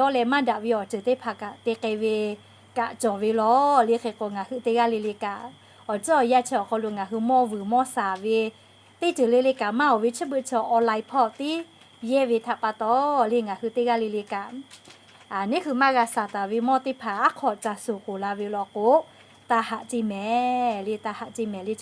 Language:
Lahu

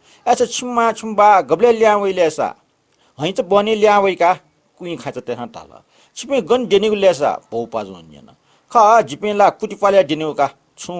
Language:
Newari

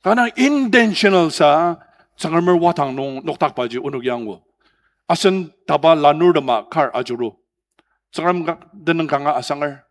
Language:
Ao Naga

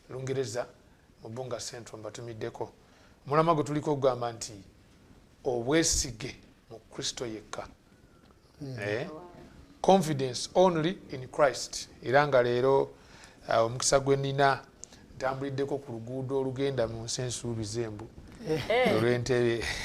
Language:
Ganda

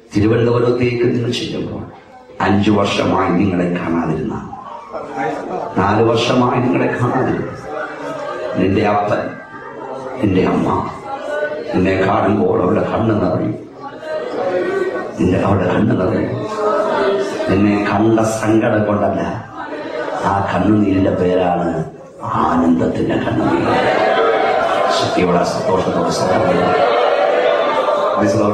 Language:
Malayalam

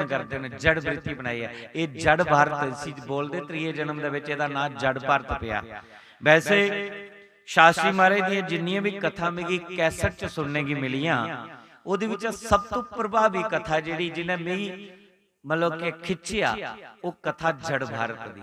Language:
Dogri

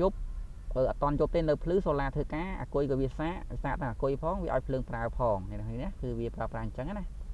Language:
Khmer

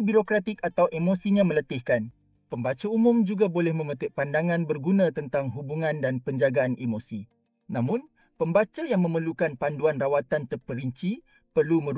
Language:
Malay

